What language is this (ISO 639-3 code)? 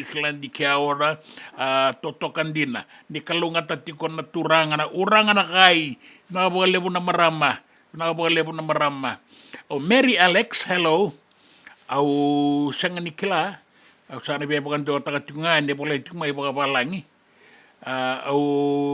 fij